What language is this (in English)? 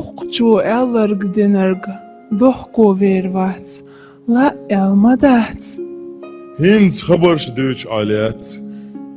Chechen